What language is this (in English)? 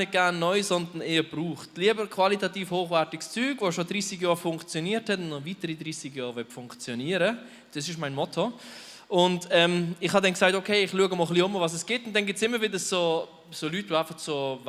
Swiss German